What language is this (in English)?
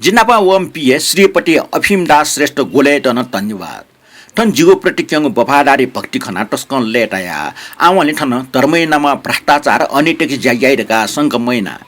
Newari